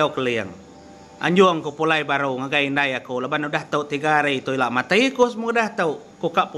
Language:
Iban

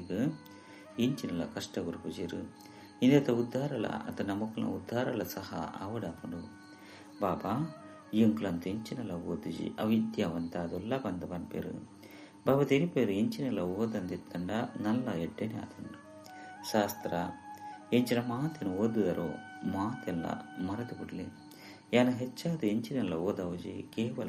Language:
Tulu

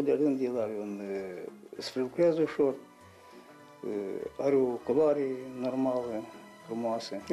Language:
Romanian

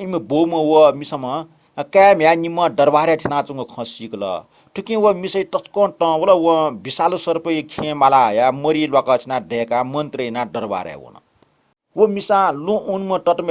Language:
Newari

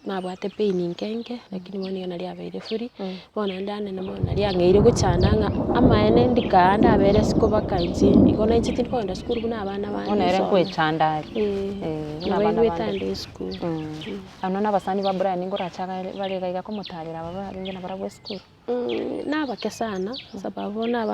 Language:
Gusii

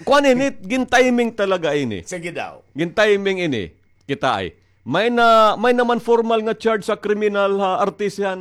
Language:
Waray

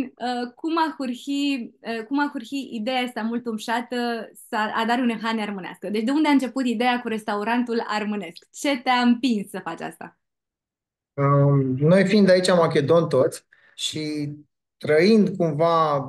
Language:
Aromanian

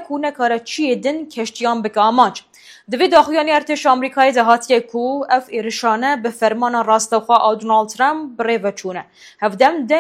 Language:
Kurdish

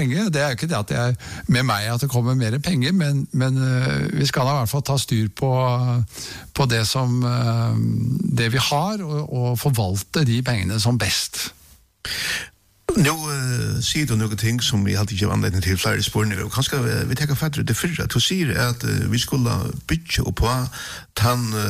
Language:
Norwegian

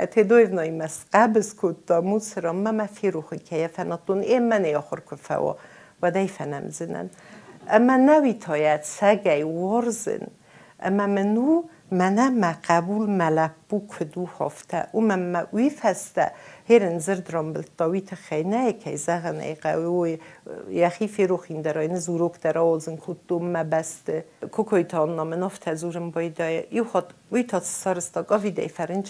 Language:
Ossetic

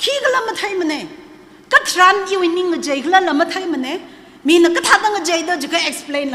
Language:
Tangkhul Naga (India)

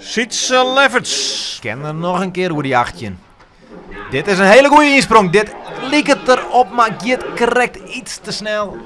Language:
Western Frisian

